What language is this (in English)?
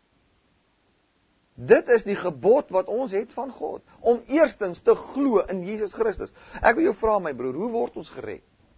Afrikaans